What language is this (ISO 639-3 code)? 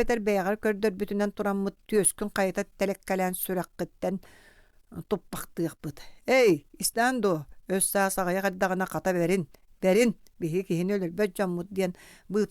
sah